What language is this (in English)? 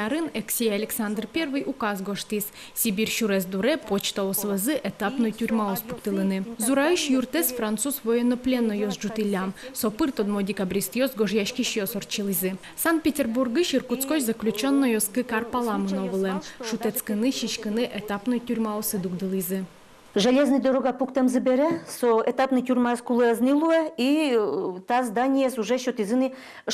Udmurt